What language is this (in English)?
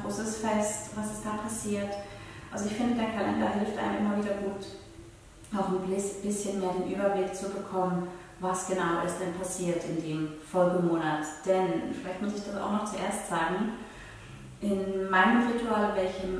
Swiss German